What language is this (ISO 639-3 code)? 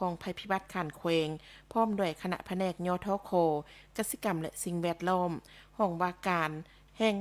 lao